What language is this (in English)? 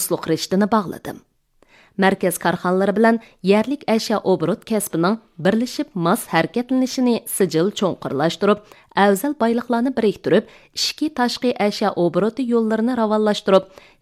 Uyghur